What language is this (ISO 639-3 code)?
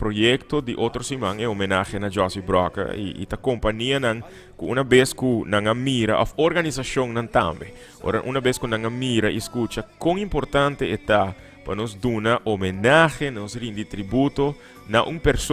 pap